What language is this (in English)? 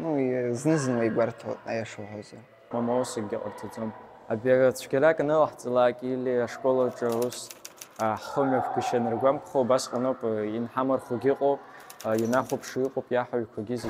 Abkhazian